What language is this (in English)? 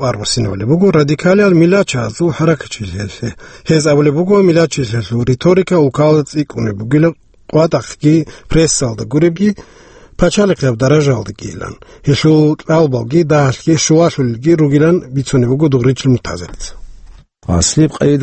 Avaric